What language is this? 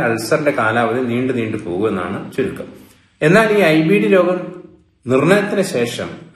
Malayalam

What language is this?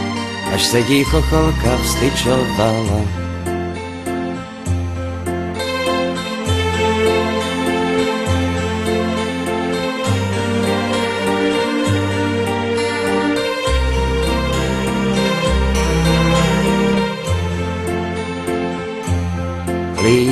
Czech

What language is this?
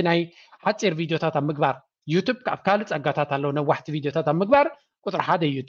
Tigrinya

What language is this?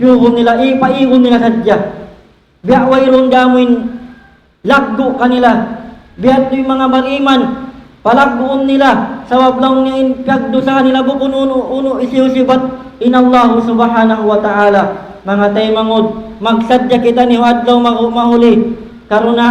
Tausug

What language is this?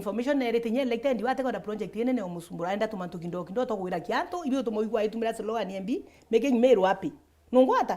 Meru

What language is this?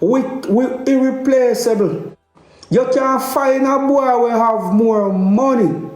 Jamaican Creole English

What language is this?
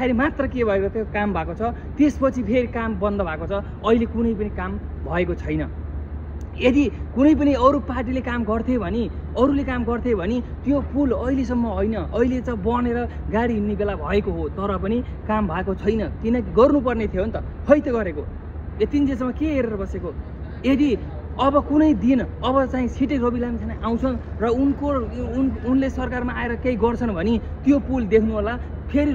Nepali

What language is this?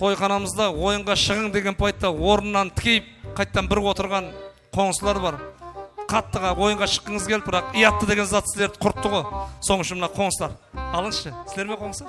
Kara-Kalpak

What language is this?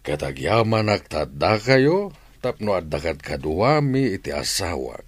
Iloko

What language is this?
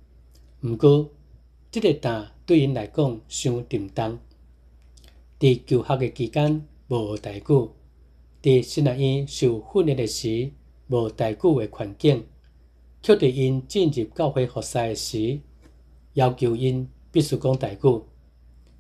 Min Nan Chinese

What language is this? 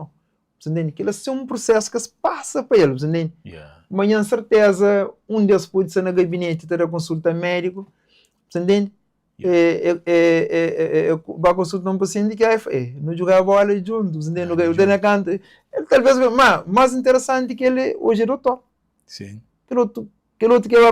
Kabuverdianu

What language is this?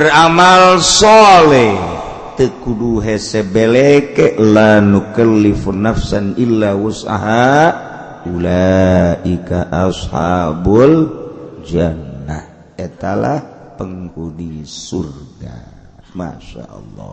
Sundanese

